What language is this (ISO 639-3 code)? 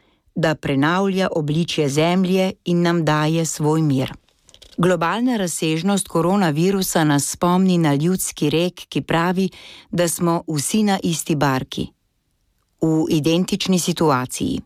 slv